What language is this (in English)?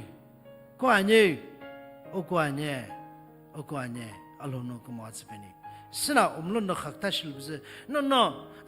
Sumi Naga